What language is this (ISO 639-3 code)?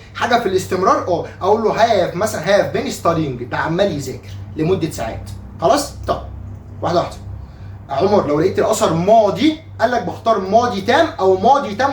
arz